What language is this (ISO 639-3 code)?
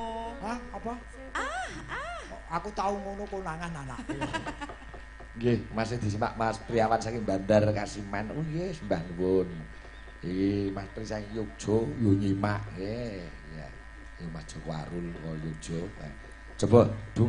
jav